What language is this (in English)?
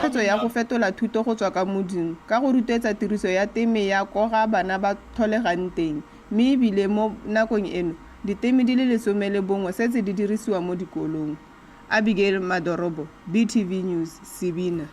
Tswana